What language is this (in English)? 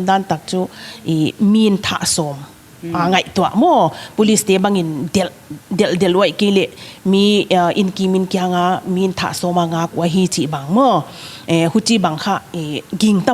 Paite Chin